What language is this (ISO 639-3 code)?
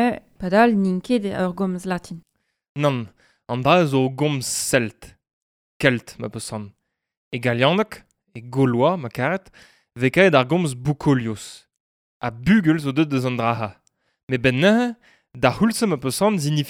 bre